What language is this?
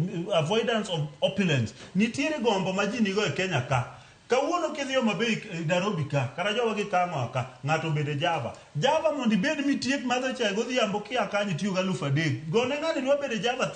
Luo (Kenya and Tanzania)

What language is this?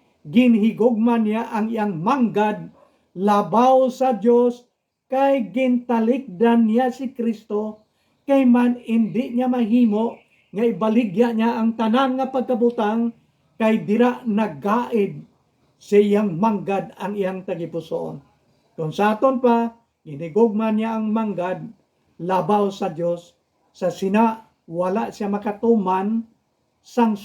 Hiligaynon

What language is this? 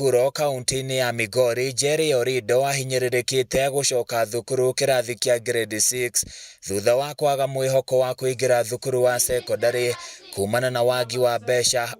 Kikuyu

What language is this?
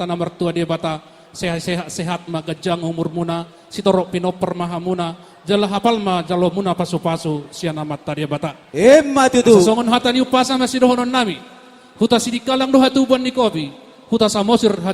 Batak Toba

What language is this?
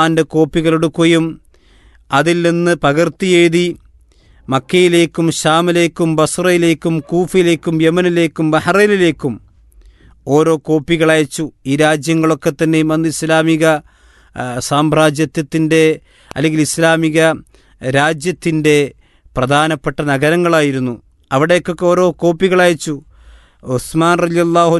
Malayalam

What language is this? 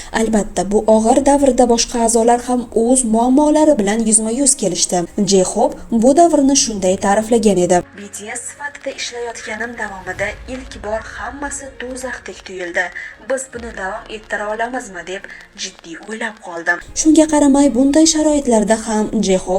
Uzbek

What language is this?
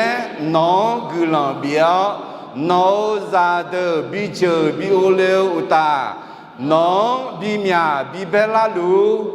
Akha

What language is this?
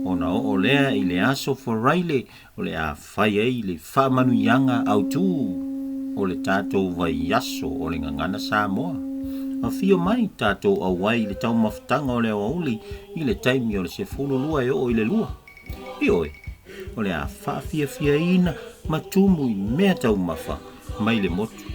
Samoan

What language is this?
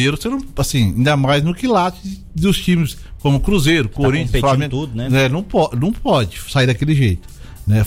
Portuguese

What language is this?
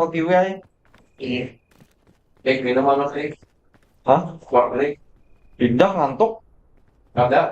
Banjar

